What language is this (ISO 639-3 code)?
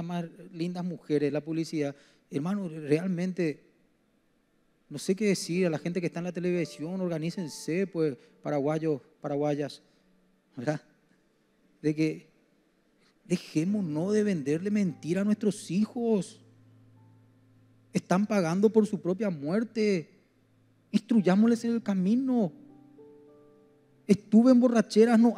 spa